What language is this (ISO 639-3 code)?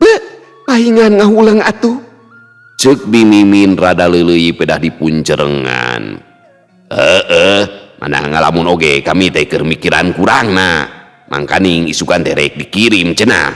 sun